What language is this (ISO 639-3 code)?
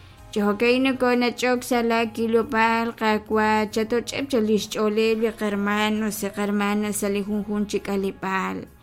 kek